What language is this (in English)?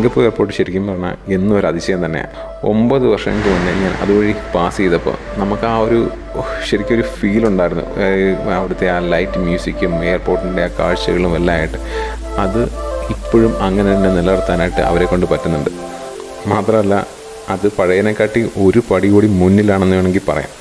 Malayalam